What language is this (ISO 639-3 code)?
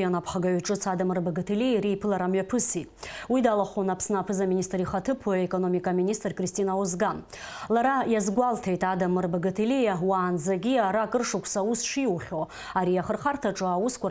abk